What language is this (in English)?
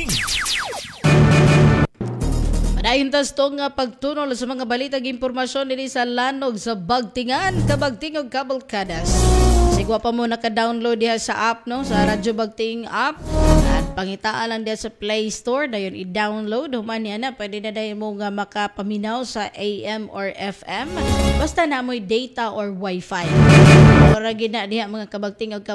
Cebuano